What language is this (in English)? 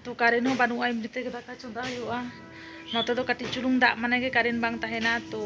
Santali